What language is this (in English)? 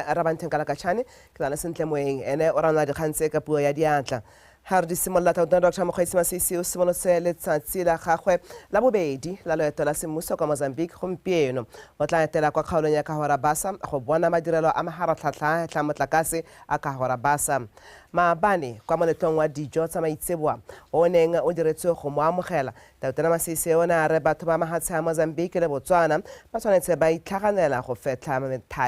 Tswana